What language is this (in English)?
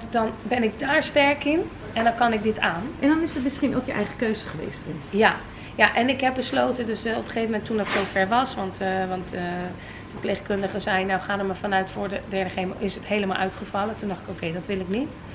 Dutch